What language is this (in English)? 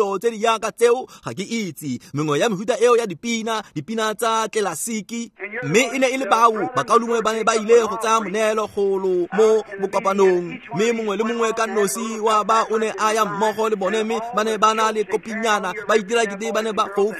Tswana